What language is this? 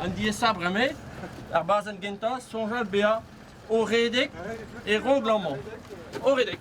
Breton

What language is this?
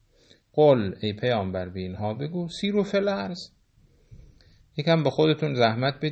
Persian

